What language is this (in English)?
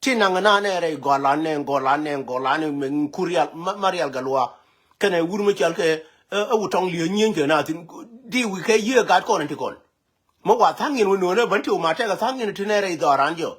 Nuer